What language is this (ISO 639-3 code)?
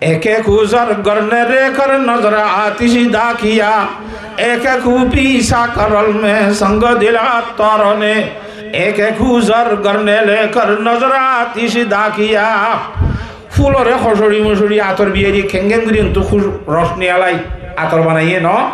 rhg